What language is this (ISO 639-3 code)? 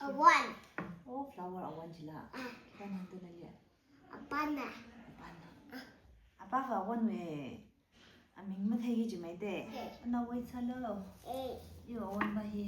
nmf